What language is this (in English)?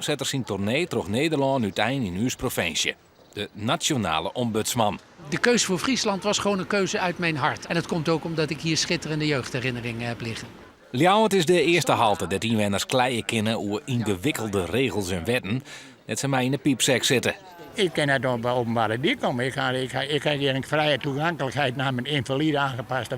Western Frisian